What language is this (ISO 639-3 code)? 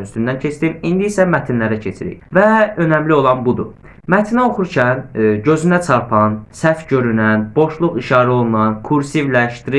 aze